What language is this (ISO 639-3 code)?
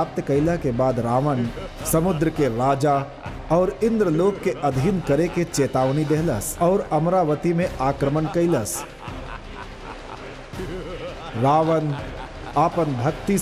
bho